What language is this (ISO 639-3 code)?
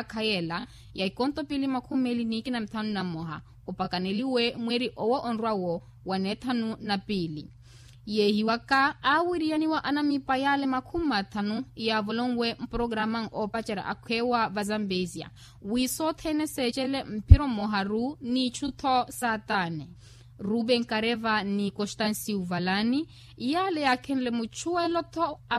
vmw